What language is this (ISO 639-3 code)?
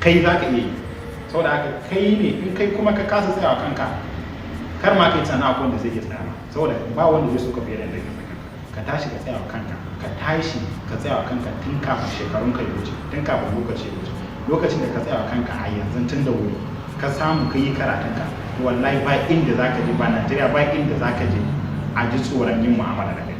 hau